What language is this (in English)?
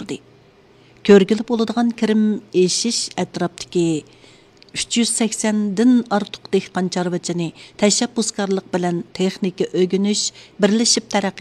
Uyghur